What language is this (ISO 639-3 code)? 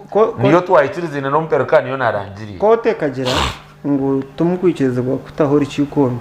nyn